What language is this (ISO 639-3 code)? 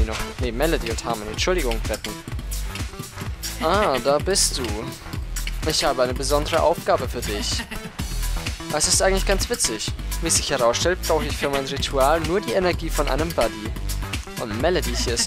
deu